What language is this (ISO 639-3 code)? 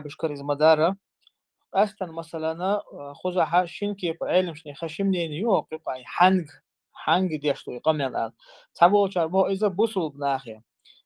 che